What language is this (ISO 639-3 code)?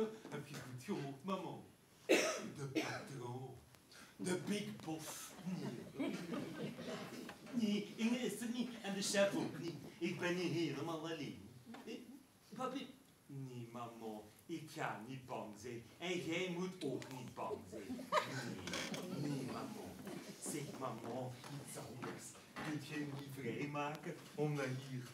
nld